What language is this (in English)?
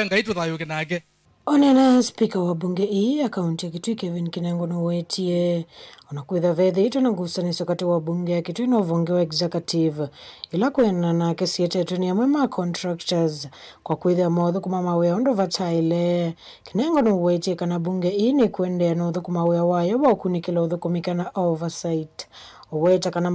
Kamba